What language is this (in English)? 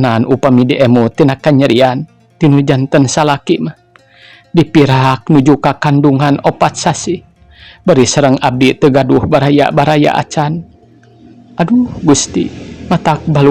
Sundanese